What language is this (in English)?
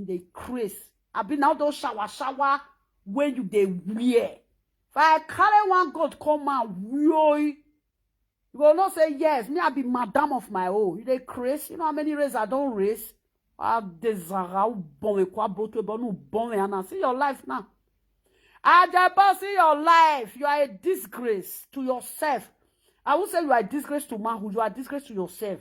Nigerian Pidgin